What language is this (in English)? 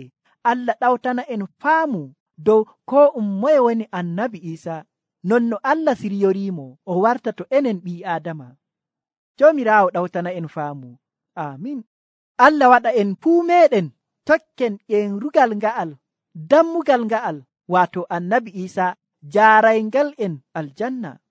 Nigerian Fulfulde